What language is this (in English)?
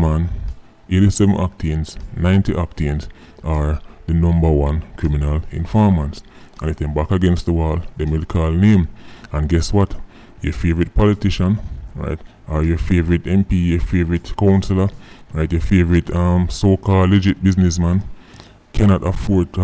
Jamaican Creole English